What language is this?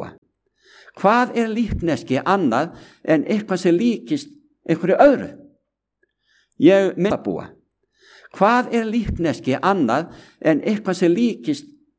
Icelandic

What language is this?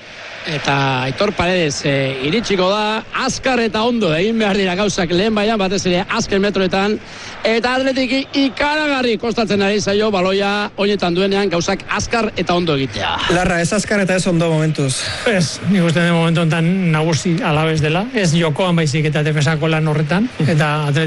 Basque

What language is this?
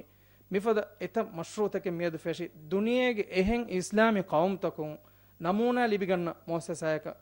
Divehi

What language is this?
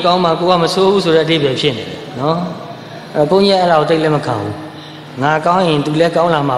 Burmese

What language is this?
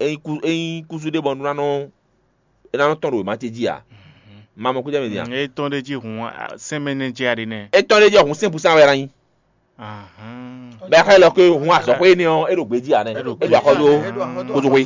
Fon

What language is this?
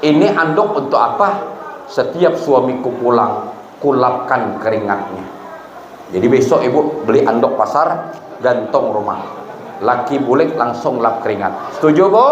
Banjar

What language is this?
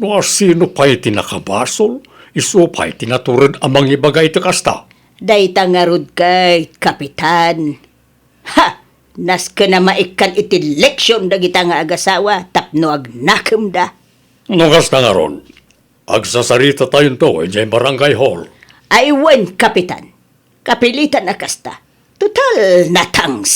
Iloko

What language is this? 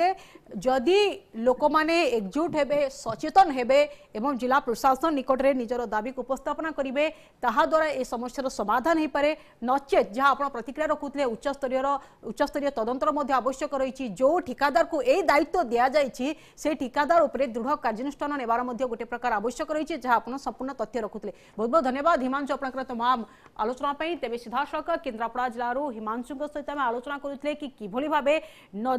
Odia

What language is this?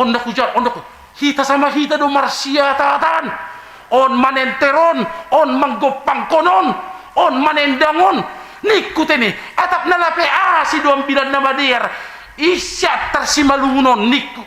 Batak Simalungun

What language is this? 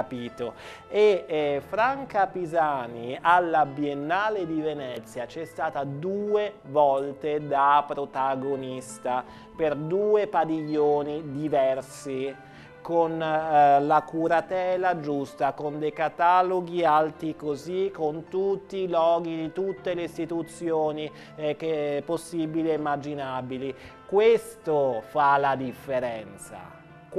Italian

